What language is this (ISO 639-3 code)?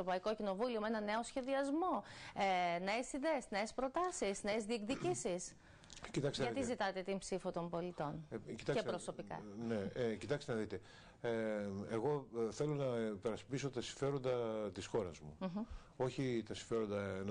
ell